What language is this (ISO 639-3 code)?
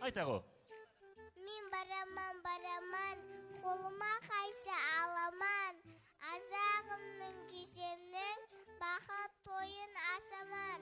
kaa